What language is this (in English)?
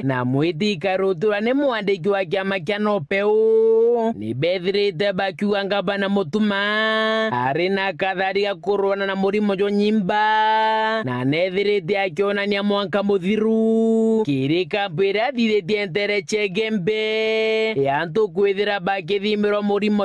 Meru